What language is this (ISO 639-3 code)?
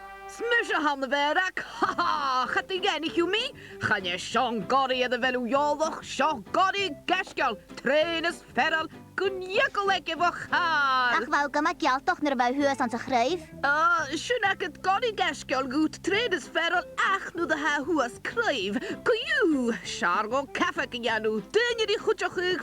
gla